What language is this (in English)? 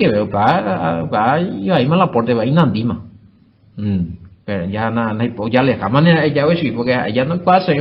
Guarani